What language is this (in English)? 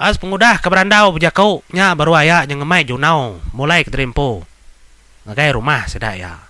Iban